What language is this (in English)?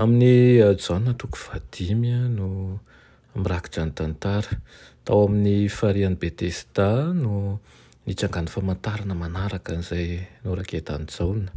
Malagasy